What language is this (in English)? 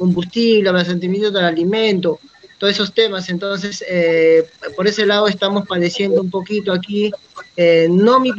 Spanish